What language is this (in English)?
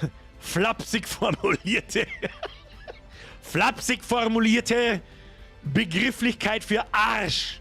Bavarian